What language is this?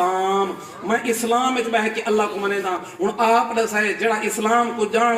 Saraiki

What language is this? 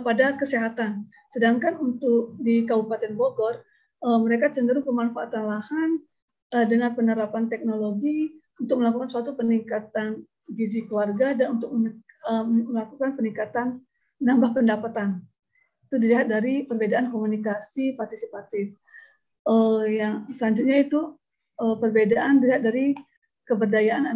Indonesian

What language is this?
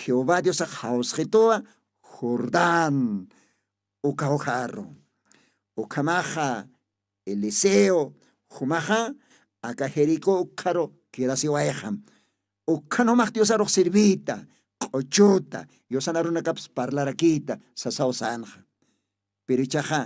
Aymara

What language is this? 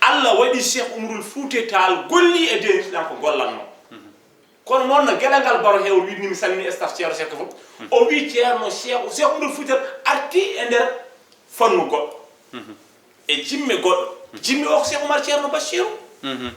Fula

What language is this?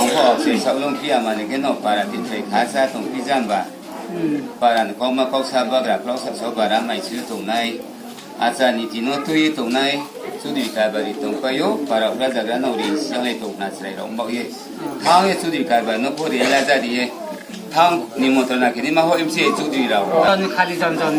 Riang (India)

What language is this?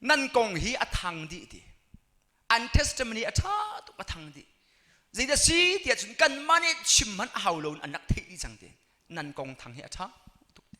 Hakha Chin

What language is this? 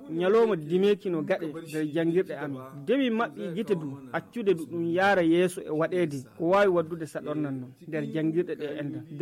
Nigerian Fulfulde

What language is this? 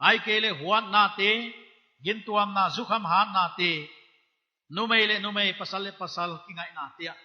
Paite Chin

